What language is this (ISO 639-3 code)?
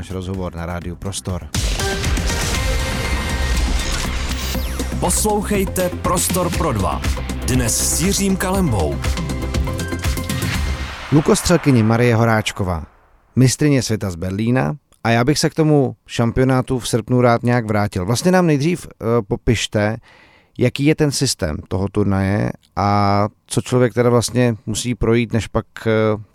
ces